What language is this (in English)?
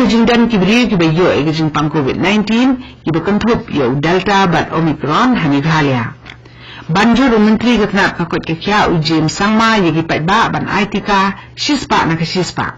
Khasi